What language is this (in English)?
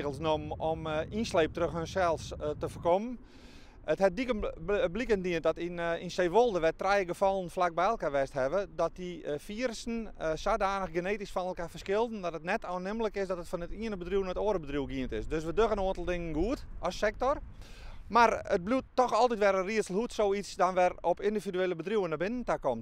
Western Frisian